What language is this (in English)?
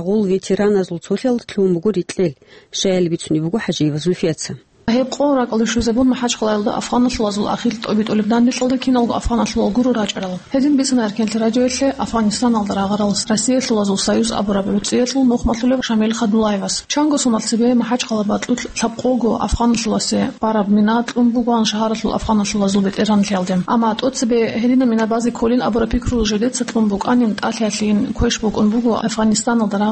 Avaric